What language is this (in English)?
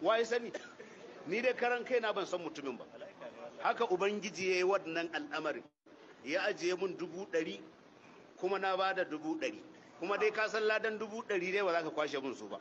Hausa